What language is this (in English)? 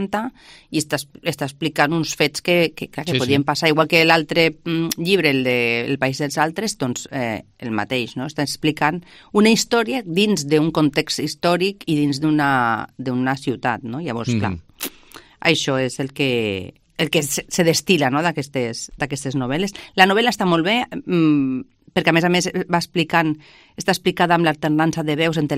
Catalan